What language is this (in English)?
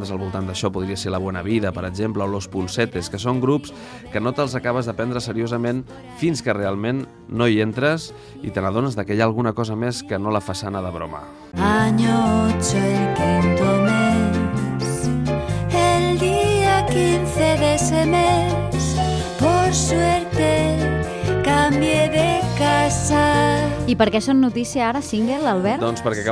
Catalan